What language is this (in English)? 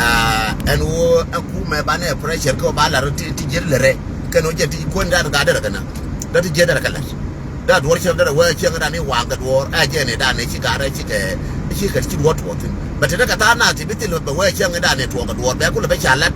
Nuer